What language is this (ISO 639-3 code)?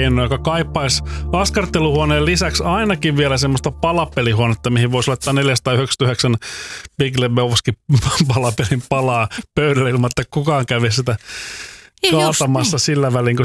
fin